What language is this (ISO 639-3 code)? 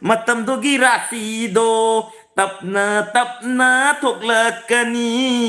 mni